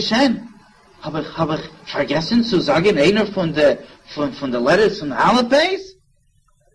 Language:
Yiddish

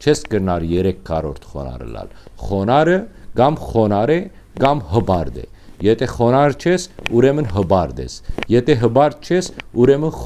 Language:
Western Armenian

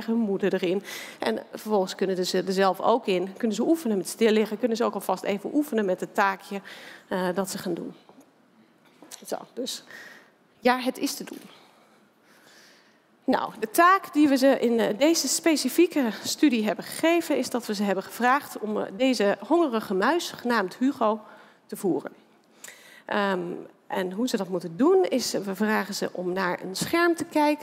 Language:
Dutch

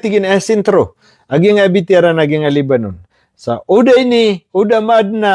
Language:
Maranao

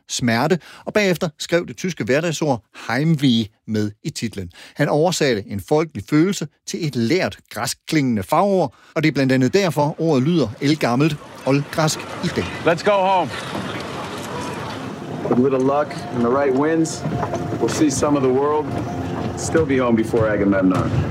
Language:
Danish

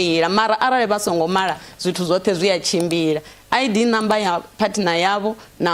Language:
Venda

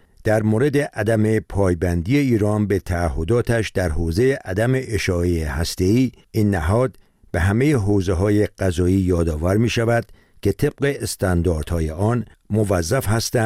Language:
Persian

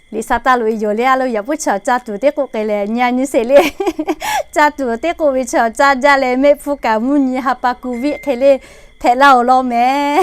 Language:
Lahu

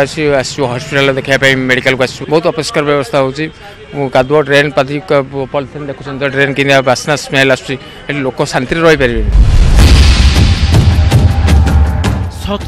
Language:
Odia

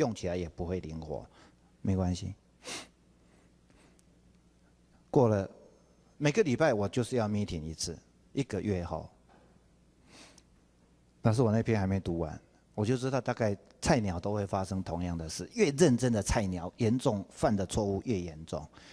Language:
Chinese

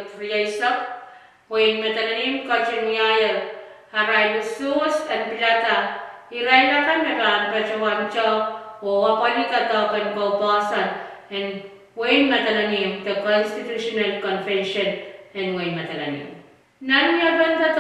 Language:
Pohnpeian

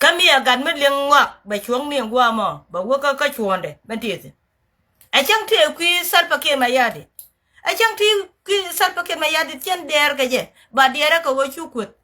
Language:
Nuer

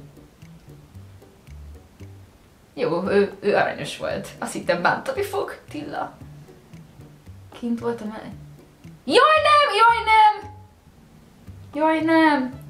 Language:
Hungarian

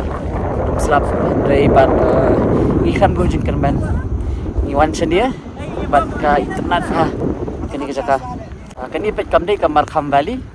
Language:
Khasi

